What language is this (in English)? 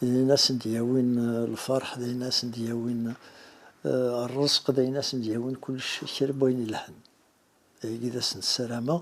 Kabyle